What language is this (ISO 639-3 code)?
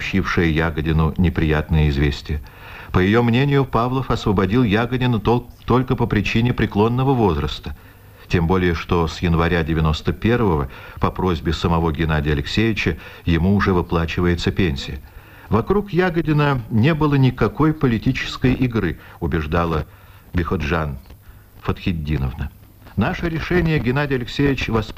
rus